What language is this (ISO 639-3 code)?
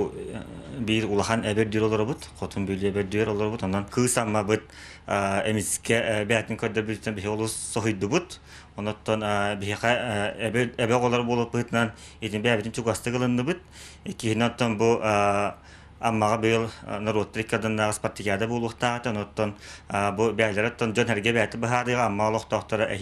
sah